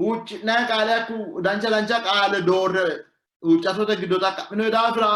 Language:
Sidamo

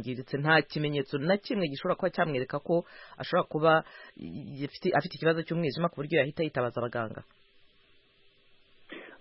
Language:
Kinyarwanda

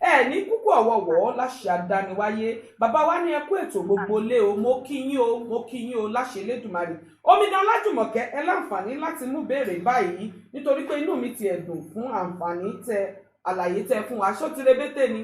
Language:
Yoruba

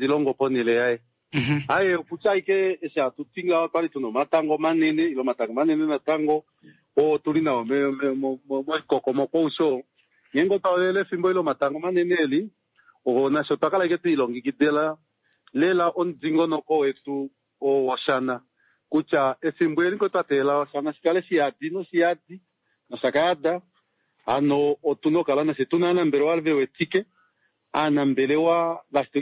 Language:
Kuanyama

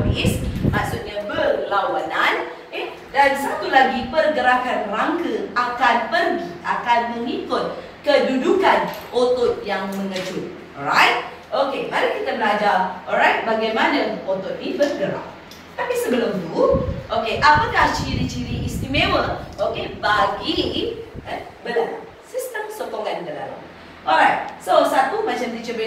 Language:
Malay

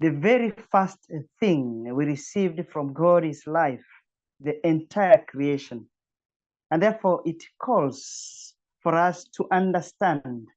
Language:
English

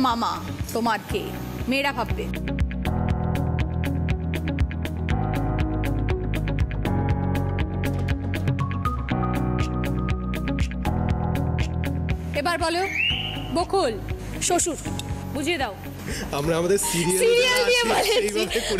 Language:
Bangla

